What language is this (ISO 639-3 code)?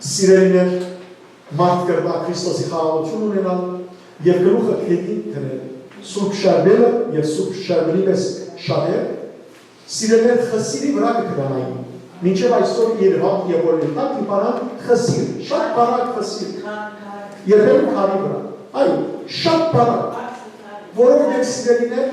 hyw